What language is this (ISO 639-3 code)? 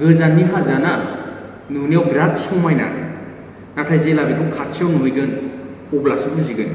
brx